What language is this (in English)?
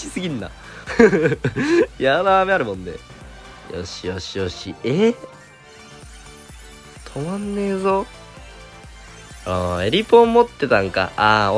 Japanese